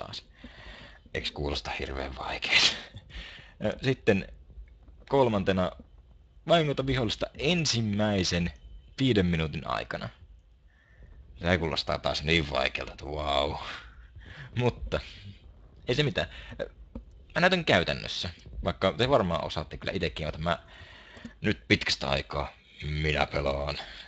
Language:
Finnish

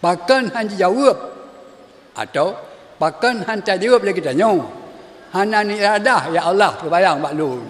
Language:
Achinese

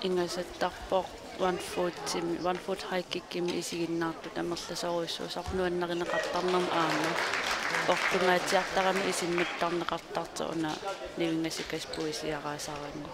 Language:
Kalaallisut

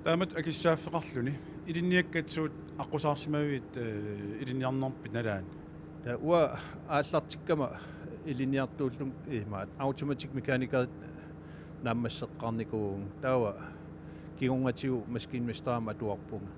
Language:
Kalaallisut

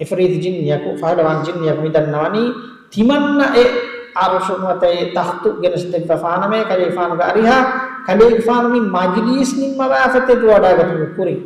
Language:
Divehi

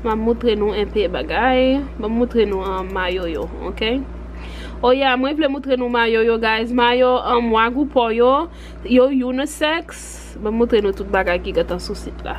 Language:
Haitian Creole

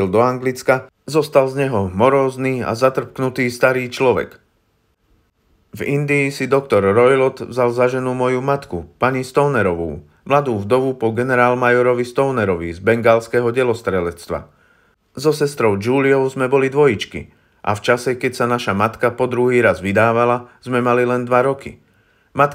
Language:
Slovak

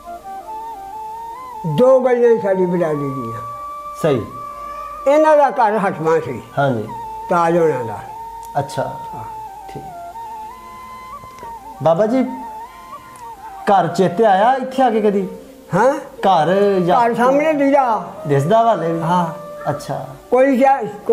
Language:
Punjabi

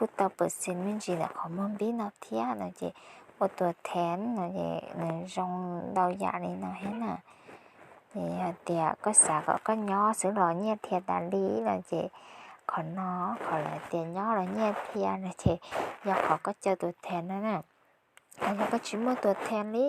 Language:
Hmong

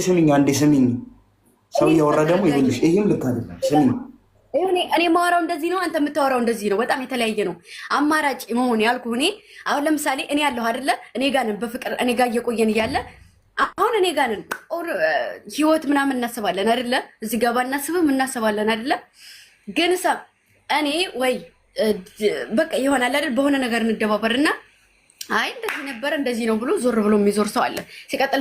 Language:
Amharic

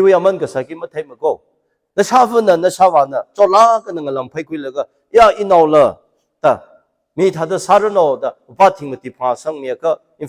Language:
Tangkhul Naga (India)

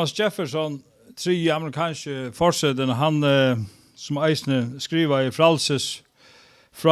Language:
Faroese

